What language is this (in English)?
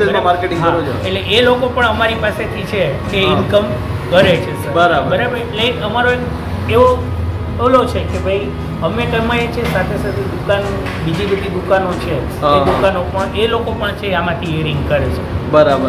Gujarati